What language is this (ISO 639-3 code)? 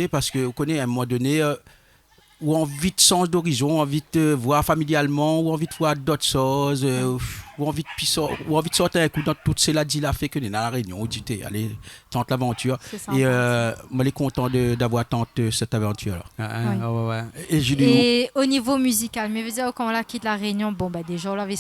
rcf